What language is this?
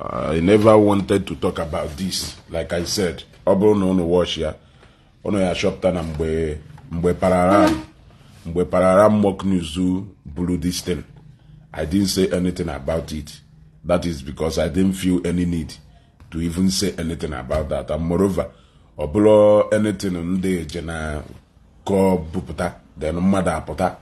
Igbo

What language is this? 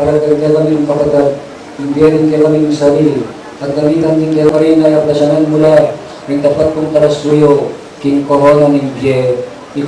Pampanga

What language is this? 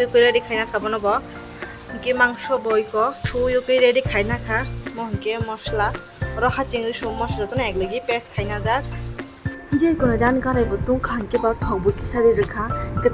Kok Borok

